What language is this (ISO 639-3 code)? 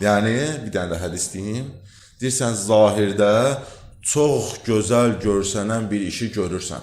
aze